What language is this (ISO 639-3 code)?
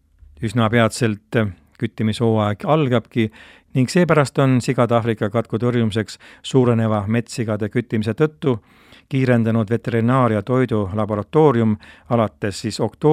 est